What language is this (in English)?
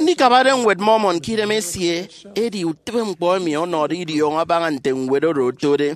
Efik